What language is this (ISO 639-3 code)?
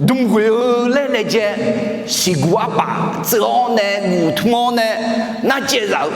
ahk